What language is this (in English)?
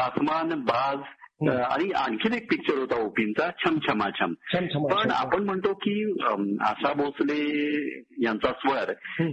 Marathi